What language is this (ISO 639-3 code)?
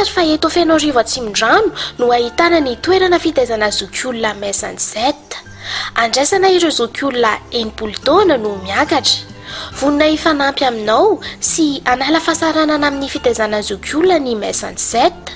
mlg